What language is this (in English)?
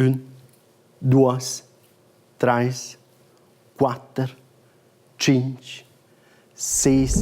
Romansh